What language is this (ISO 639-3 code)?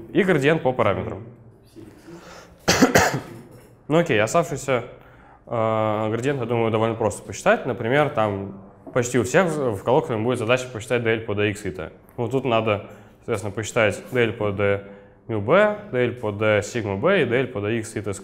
rus